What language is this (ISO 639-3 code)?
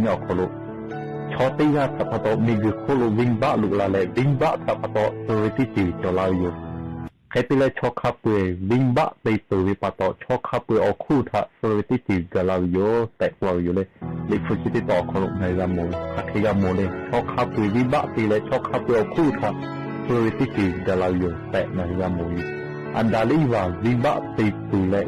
lhu